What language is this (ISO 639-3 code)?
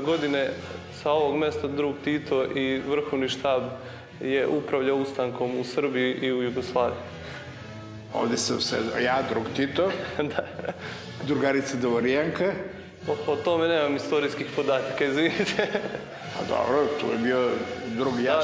srp